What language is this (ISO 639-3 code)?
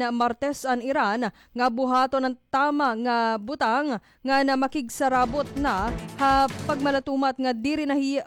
war